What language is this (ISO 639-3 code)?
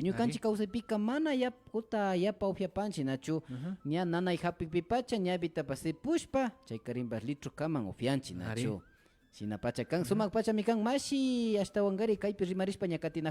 qvi